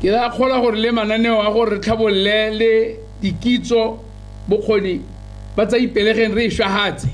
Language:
Tswana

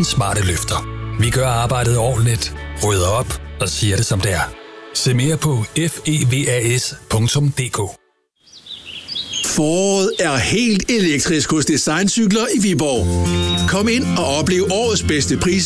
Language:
Danish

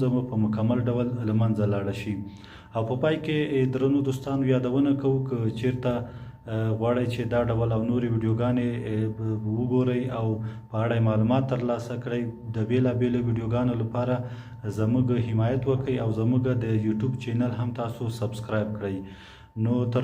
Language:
Pashto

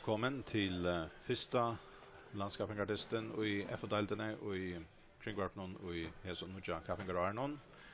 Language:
Faroese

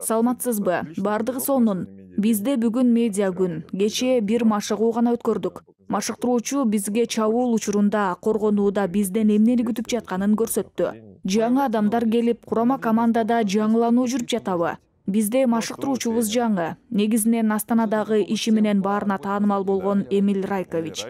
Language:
Kyrgyz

